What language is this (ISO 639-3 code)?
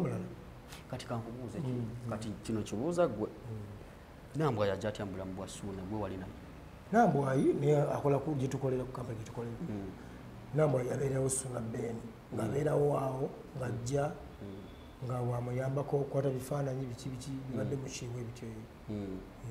lug